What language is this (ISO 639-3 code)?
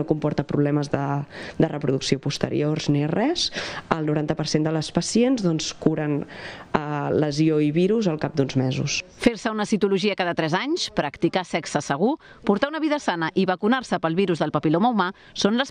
cat